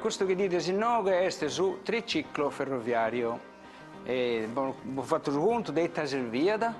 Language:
Sardinian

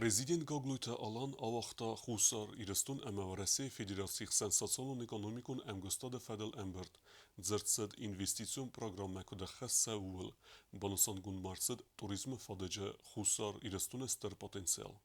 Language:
Ossetic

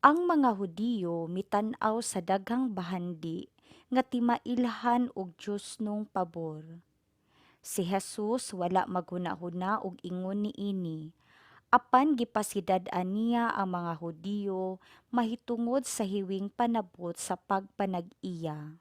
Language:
Cebuano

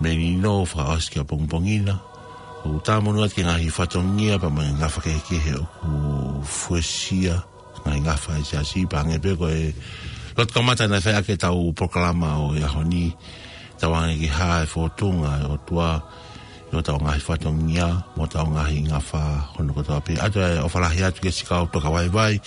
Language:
Tongan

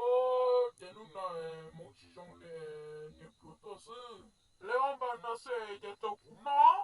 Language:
Hmong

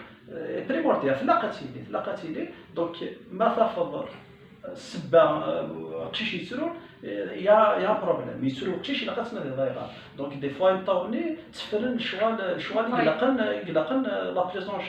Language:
Kabyle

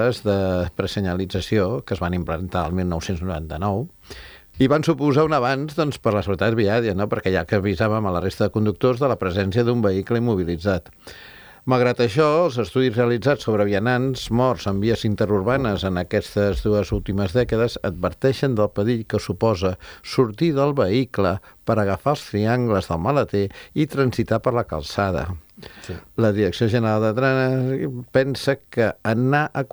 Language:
Catalan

